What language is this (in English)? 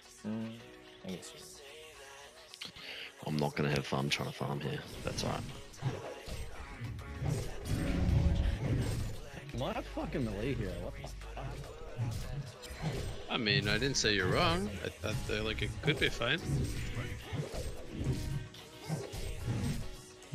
English